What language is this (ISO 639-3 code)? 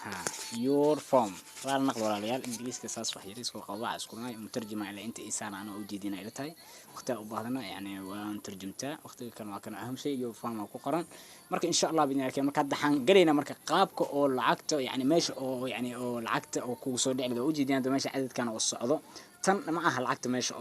som